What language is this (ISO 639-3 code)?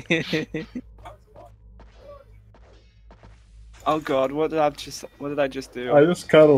eng